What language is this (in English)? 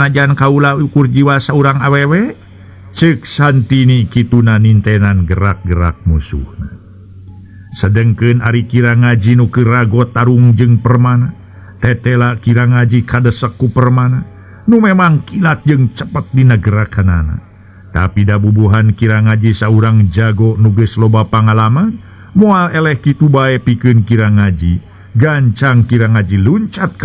Sundanese